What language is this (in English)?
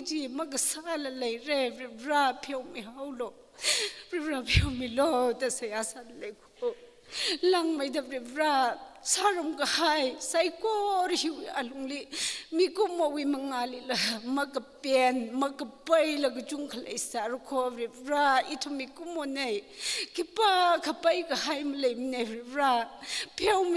Tangkhul Naga (India)